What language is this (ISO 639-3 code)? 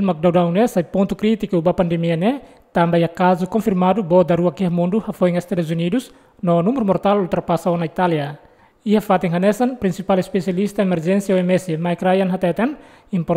tet